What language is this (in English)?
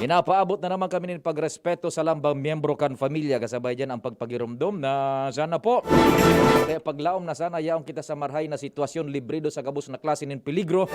Bikol